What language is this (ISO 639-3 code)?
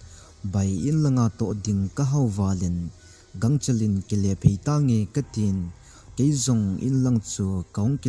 tcz